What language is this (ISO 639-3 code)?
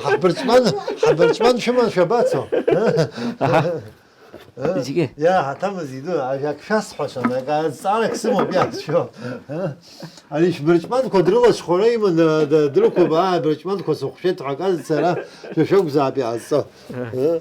abk